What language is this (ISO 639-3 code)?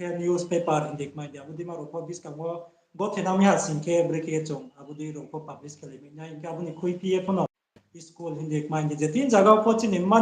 ria